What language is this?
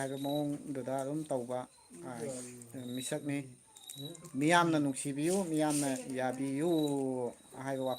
Manipuri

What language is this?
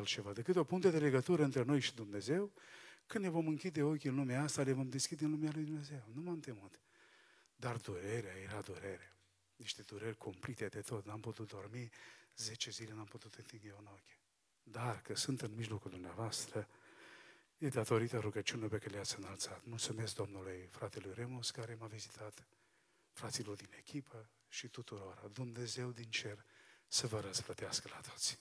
Romanian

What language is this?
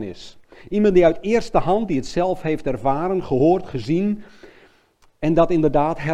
Dutch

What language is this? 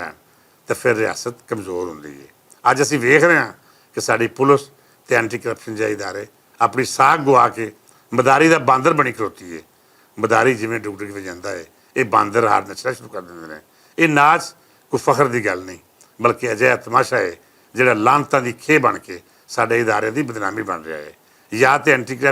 Western Panjabi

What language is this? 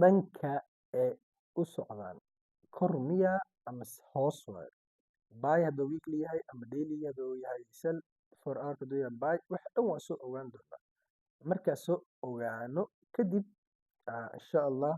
Somali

